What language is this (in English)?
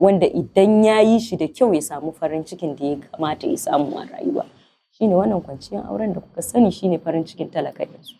Hausa